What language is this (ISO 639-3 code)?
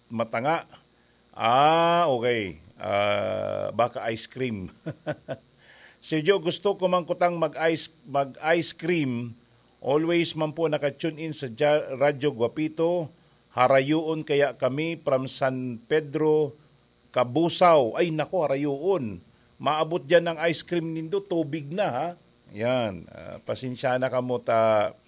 bik